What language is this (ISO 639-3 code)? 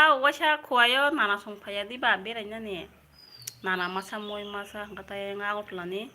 trp